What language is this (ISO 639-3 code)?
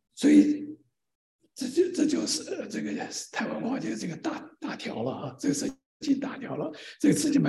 zho